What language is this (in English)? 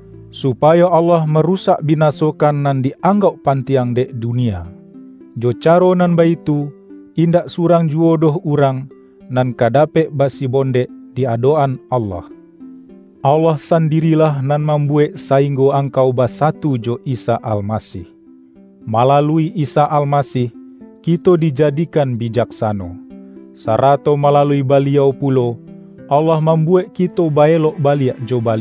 Minangkabau